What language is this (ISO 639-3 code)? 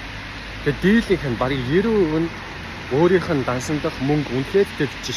mon